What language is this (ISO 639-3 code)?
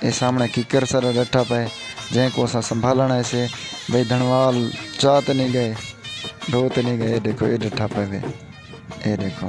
skr